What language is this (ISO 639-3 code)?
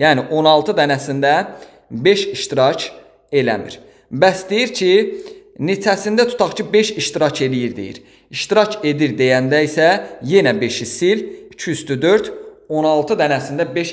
aze